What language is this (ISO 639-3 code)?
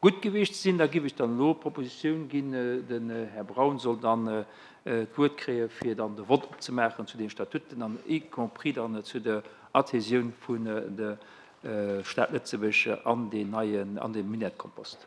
ltz